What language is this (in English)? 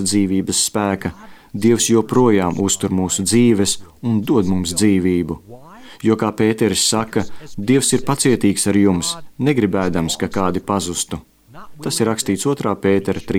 Latvian